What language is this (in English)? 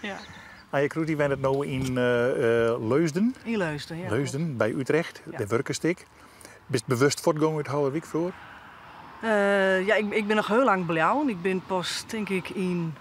Western Frisian